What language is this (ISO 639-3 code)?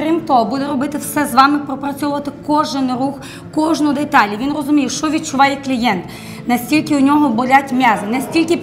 ukr